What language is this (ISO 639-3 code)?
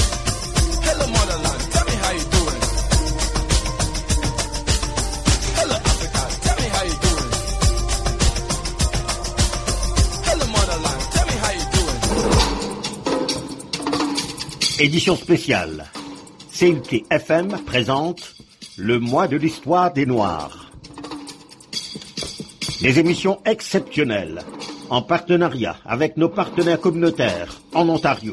fra